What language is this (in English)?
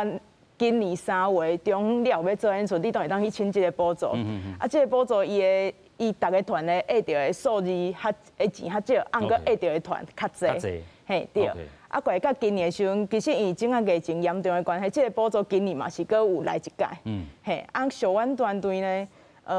Min Nan Chinese